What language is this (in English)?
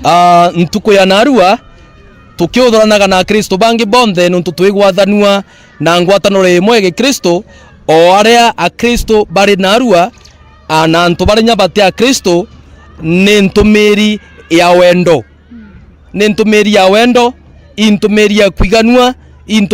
Meru